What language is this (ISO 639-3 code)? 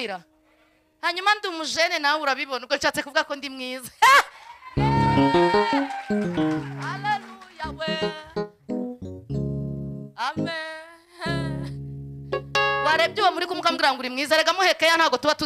kin